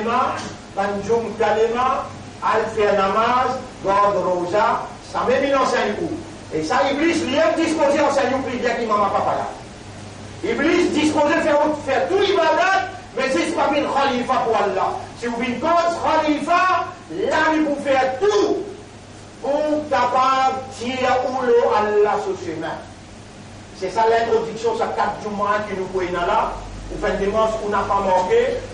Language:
Morisyen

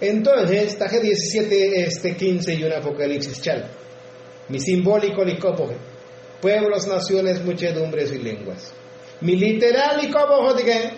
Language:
Tzotzil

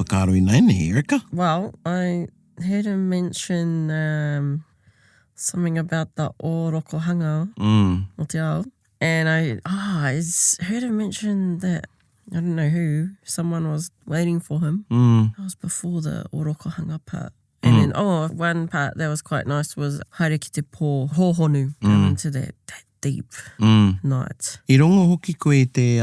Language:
Māori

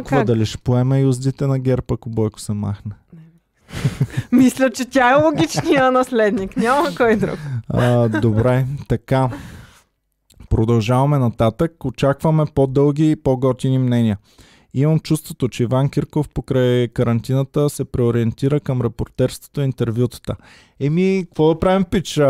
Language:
Bulgarian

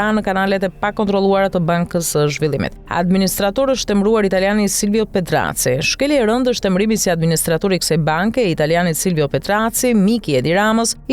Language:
Albanian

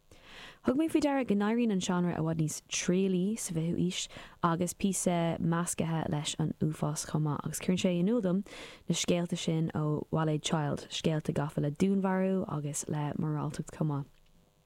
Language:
Irish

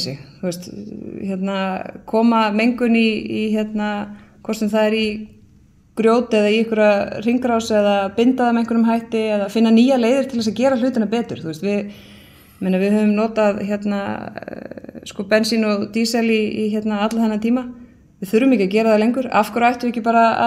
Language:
Icelandic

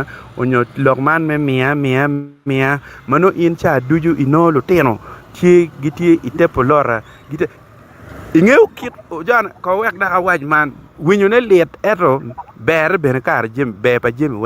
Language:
Acoli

